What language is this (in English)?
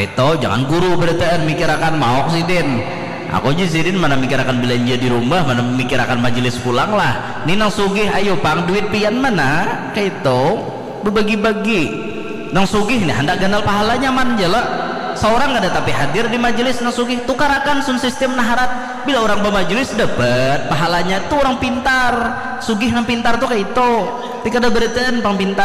Banjar